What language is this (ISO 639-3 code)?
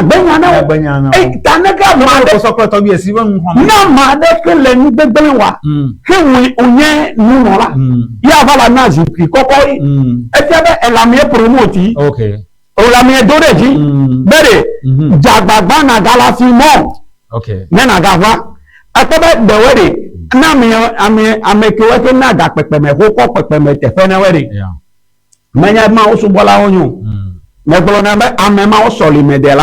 ewe